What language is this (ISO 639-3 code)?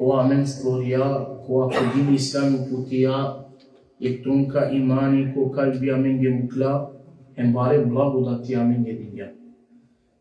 rmn